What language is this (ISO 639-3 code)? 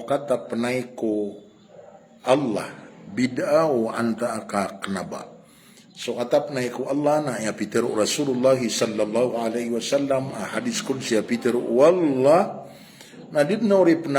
mrw